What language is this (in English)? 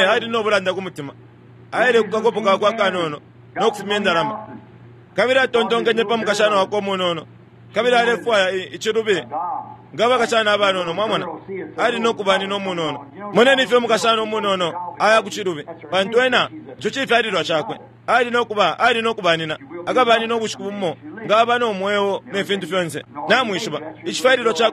Bemba